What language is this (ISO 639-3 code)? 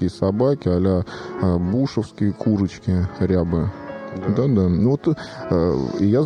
rus